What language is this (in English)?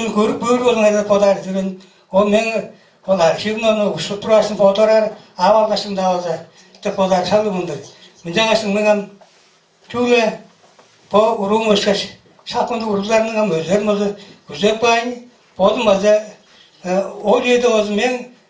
Tuvinian